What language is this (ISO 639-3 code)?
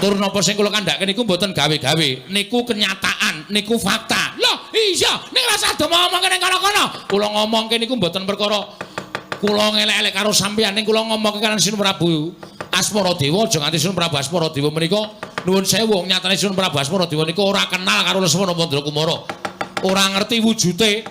jav